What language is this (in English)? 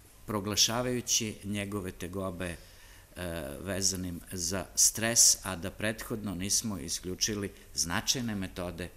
Serbian